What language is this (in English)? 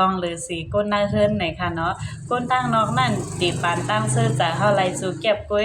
Shan